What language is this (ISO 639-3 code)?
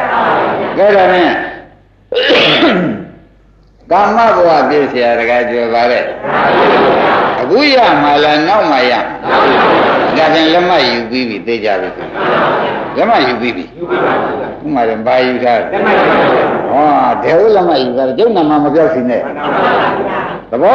mya